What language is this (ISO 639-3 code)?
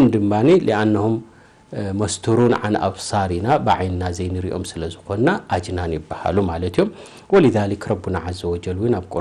tir